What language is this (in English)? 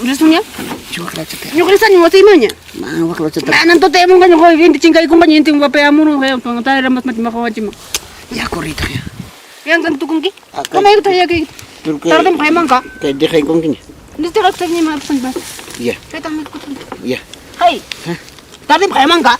Ayacucho Quechua